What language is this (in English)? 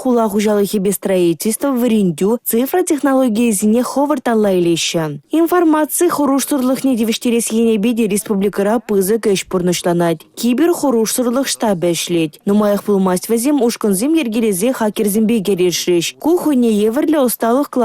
Chuvash